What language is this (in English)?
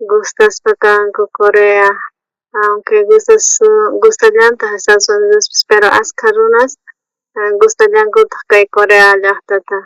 South Bolivian Quechua